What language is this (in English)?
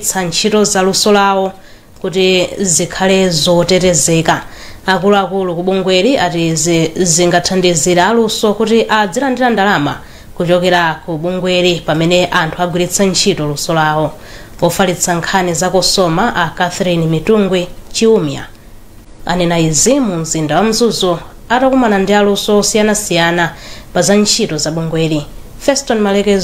Nyanja